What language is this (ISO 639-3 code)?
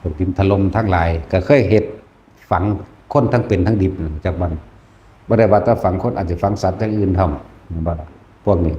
tts